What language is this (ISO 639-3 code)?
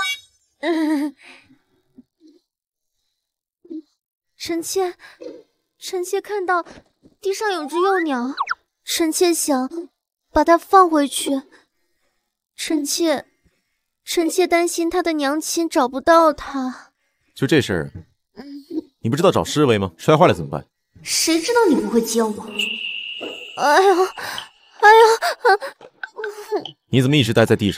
zho